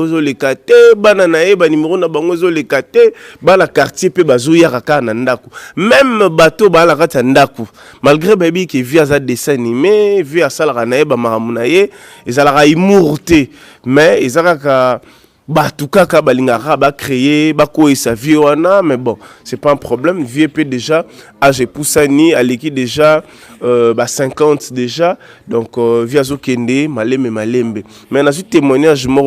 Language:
Lingala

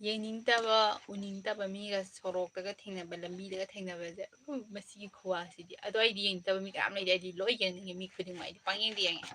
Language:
Manipuri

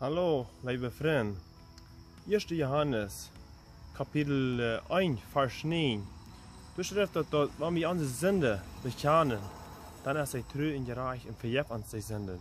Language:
Plautdietsch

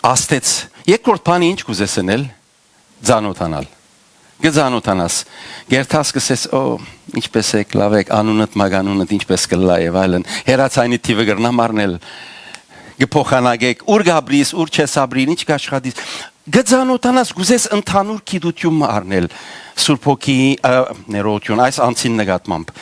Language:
Western Armenian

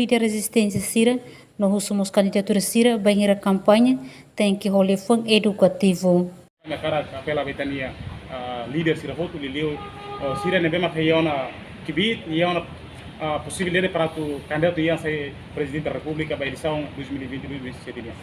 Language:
Tetum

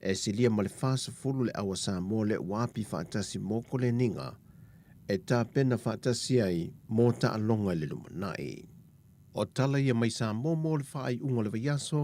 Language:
Samoan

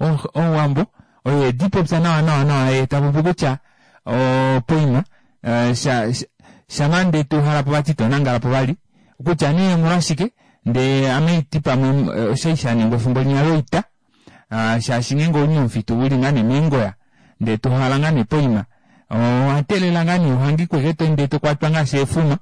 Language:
Kuanyama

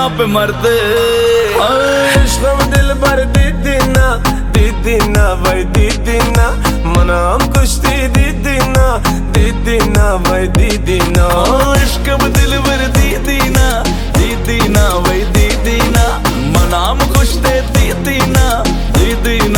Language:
Hindi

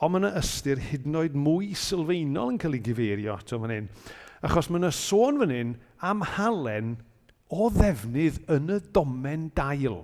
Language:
Welsh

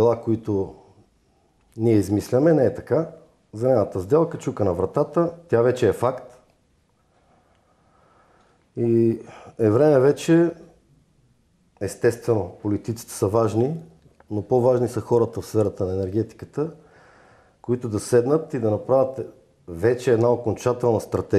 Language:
Bulgarian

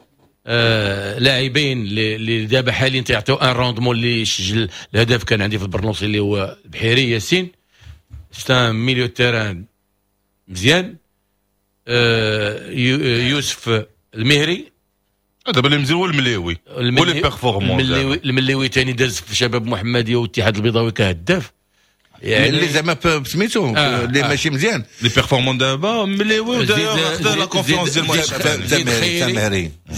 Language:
Moroccan Arabic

